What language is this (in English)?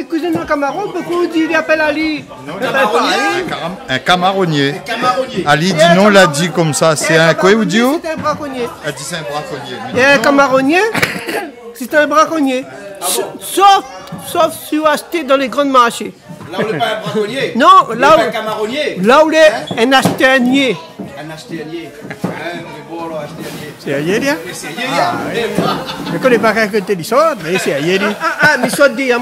Réunion Creole French